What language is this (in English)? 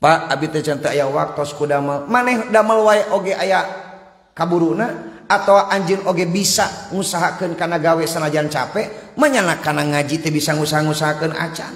Sundanese